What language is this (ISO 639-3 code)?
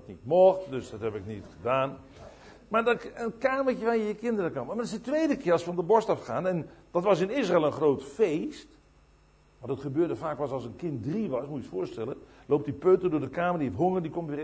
nld